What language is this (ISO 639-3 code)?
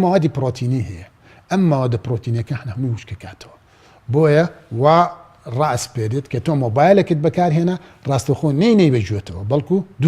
ckb